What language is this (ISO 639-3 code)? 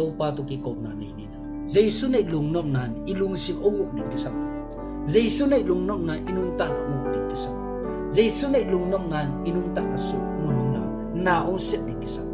ctd